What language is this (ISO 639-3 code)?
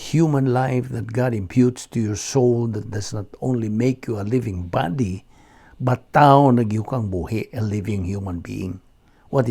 ceb